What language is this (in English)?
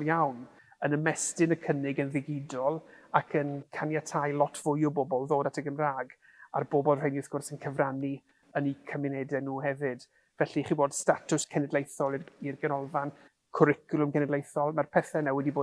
Welsh